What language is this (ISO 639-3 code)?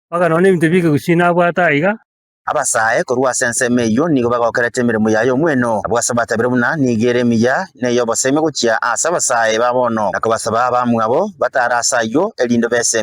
guz